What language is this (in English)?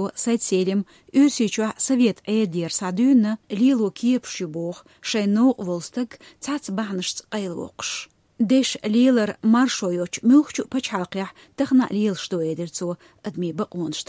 Chechen